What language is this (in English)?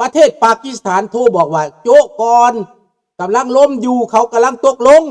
Lao